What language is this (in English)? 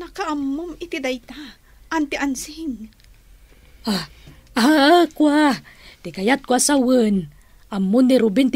Iloko